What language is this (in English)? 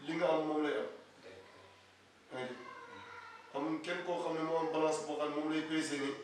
Wolof